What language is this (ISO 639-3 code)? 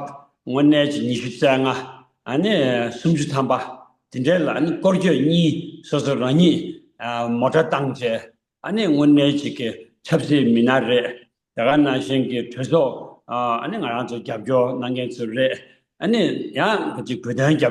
bod